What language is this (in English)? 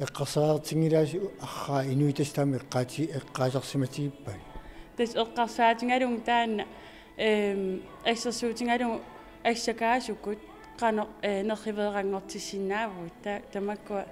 Kalaallisut